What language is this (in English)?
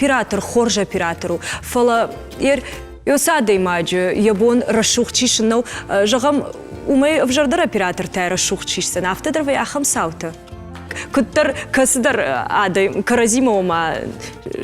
Ossetic